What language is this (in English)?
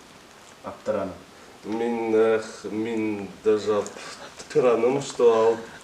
Bashkir